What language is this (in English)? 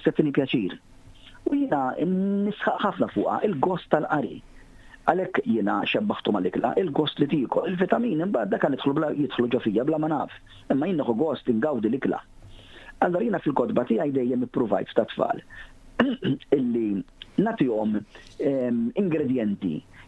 Maltese